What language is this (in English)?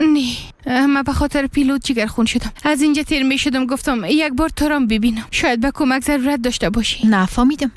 Persian